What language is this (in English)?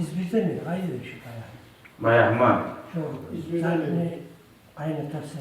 Kumyk